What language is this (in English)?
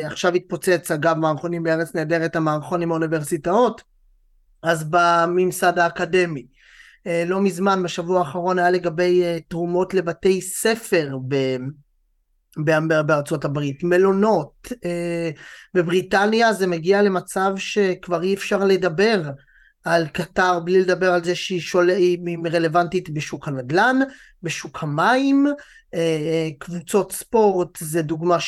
Hebrew